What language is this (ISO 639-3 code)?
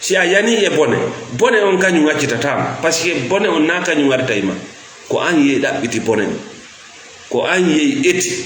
ful